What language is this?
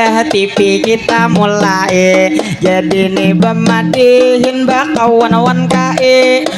Banjar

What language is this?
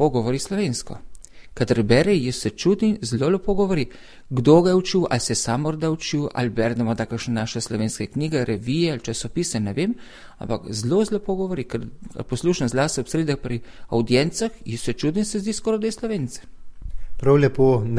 Slovenian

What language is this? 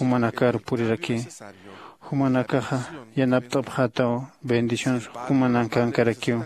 Aymara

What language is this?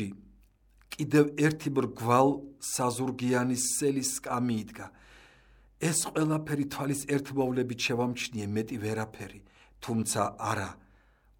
Georgian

